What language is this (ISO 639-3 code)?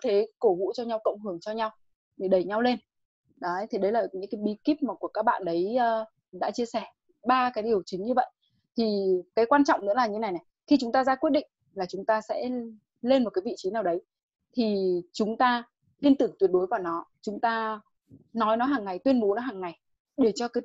vie